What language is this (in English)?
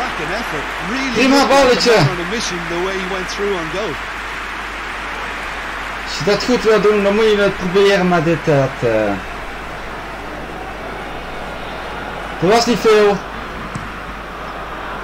Dutch